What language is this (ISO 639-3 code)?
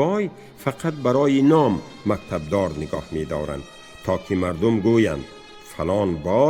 tgk